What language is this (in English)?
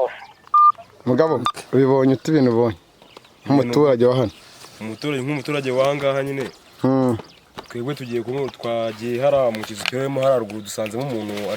Kinyarwanda